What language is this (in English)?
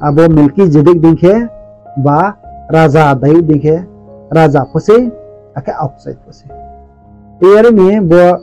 Riang (India)